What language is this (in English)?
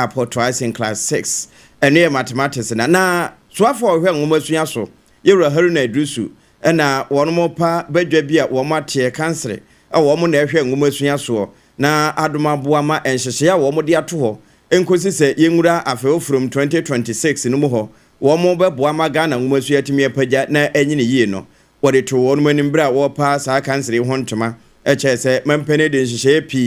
Akan